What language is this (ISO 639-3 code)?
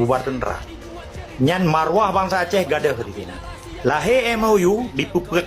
ace